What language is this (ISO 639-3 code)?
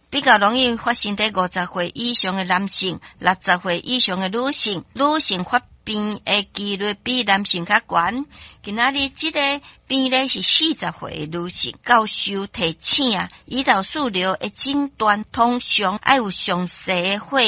nan